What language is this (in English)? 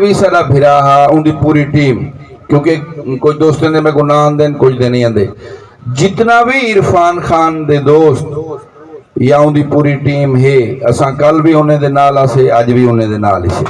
Saraiki